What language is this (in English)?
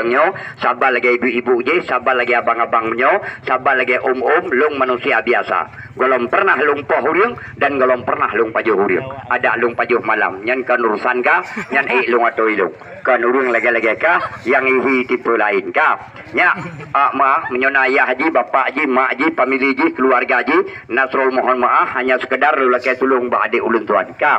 Achinese